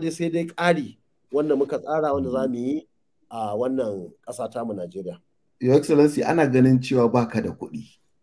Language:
Hausa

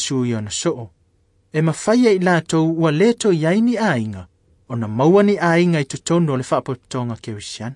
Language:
Samoan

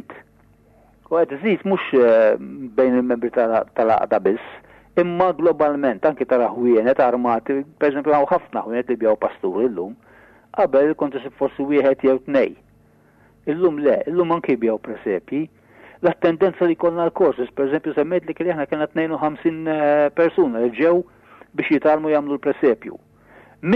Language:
Maltese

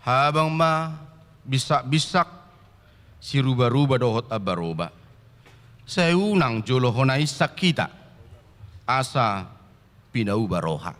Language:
Batak Toba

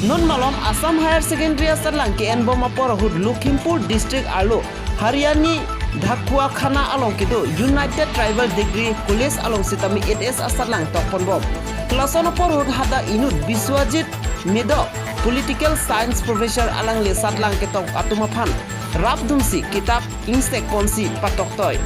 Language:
Karbi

